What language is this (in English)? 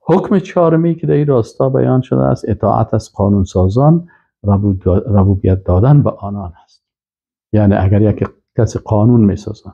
Persian